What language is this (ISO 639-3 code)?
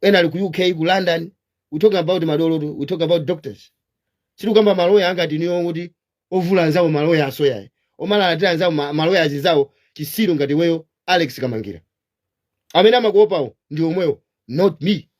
nya